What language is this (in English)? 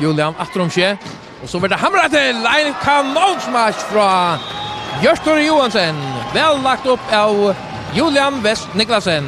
Faroese